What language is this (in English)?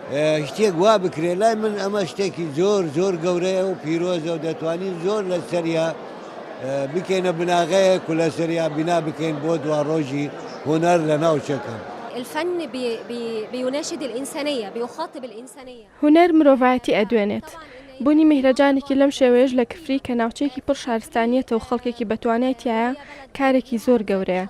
Central Kurdish